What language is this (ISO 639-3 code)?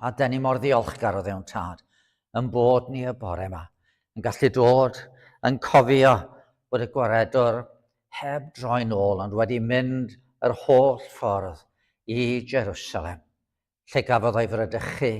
cym